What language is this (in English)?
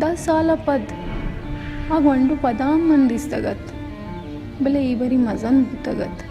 Baluchi